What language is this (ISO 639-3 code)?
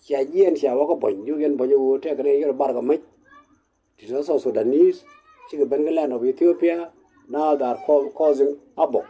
nus